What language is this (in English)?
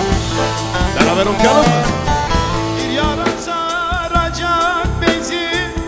Turkish